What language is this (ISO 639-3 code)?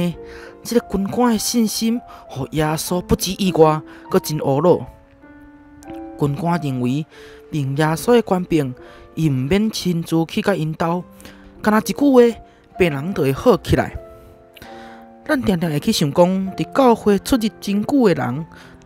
nan